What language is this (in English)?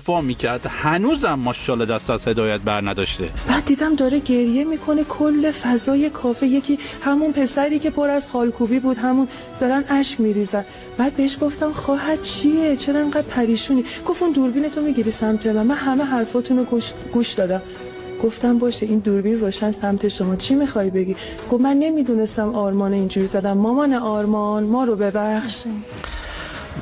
Persian